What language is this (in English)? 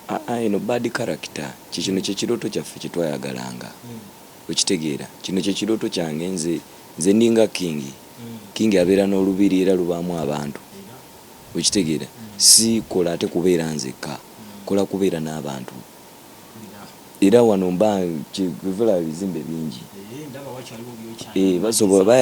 Ganda